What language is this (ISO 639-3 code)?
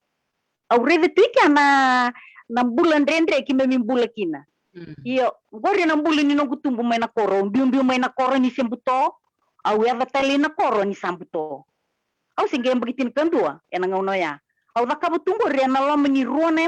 fij